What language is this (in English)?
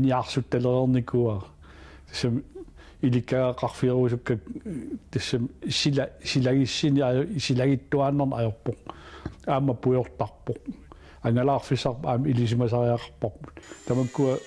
Kalaallisut